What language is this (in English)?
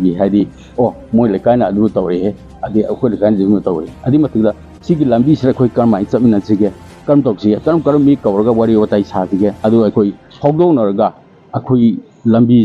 Manipuri